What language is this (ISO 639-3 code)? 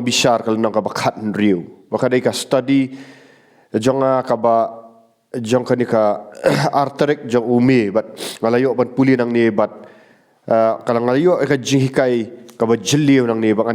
kha